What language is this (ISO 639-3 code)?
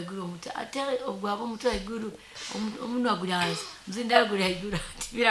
nyo